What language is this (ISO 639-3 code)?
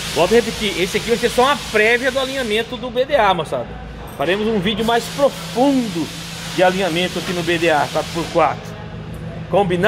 por